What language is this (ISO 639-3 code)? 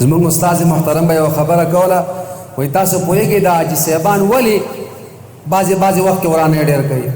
pus